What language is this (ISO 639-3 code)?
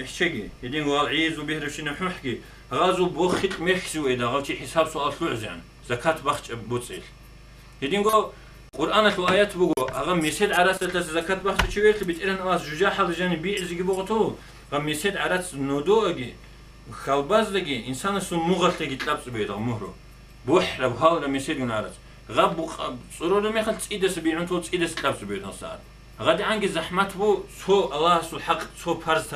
ava